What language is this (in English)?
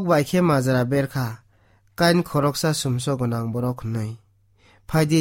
Kok Borok